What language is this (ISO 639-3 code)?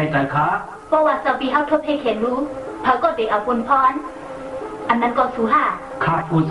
shn